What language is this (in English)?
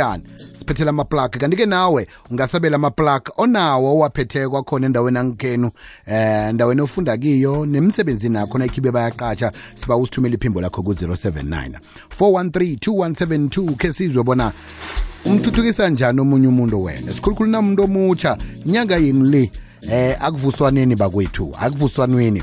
South Ndebele